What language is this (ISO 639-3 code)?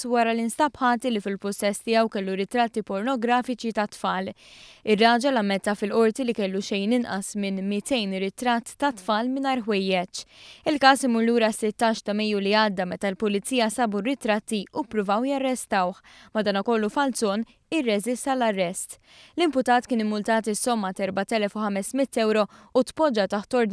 mlt